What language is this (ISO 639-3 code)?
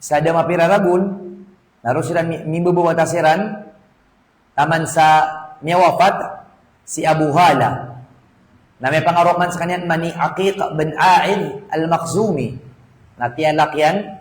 mrw